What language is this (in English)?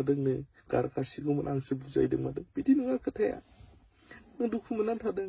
Bodo